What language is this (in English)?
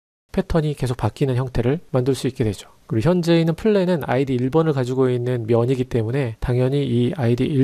Korean